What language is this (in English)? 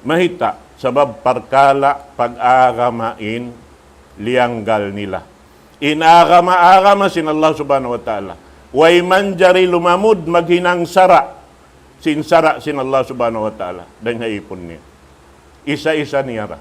Tausug